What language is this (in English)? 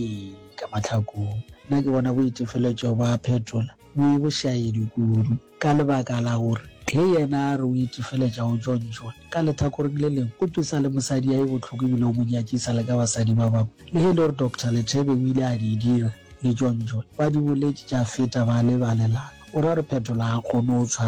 Northern Sotho